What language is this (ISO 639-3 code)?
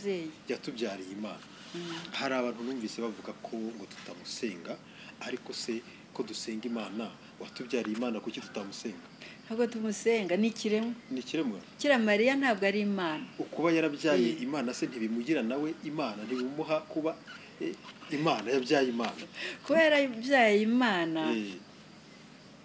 kin